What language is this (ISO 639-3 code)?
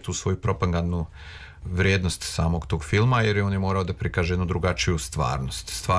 srp